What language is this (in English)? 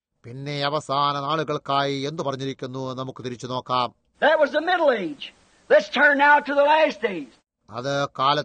Malayalam